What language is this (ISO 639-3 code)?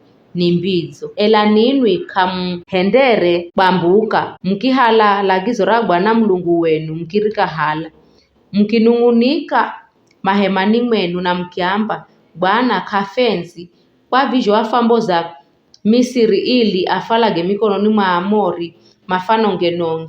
nyf